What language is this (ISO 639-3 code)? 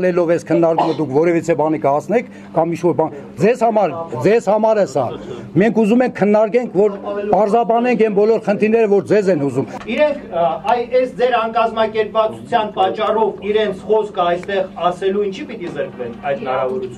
hye